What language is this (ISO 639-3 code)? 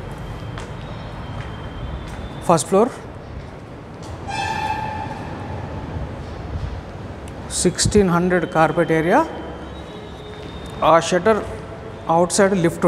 tel